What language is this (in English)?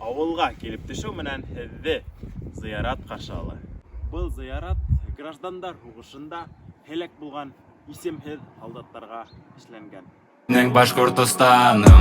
Bashkir